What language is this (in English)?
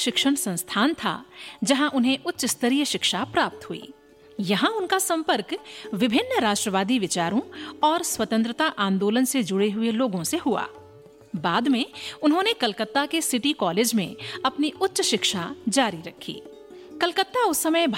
Hindi